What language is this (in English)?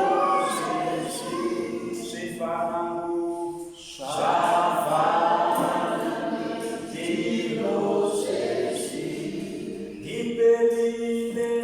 Tsonga